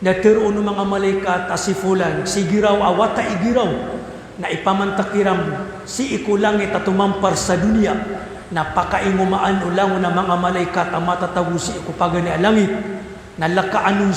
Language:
Maranao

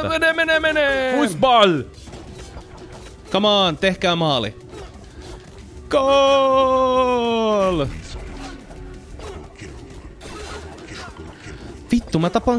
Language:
Finnish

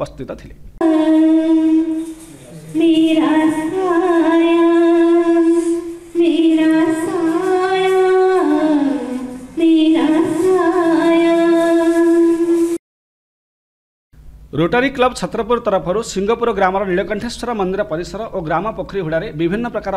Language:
Odia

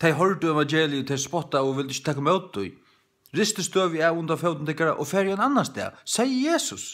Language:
Faroese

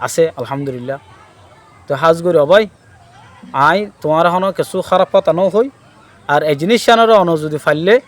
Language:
Rohingya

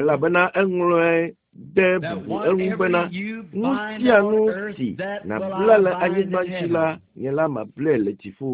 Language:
Ewe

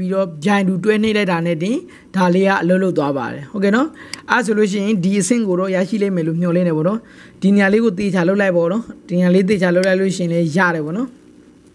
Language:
Burmese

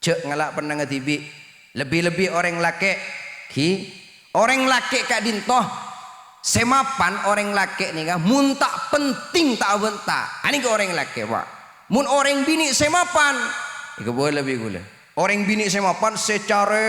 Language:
Madurese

